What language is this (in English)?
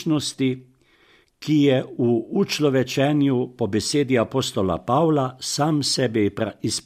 Slovenian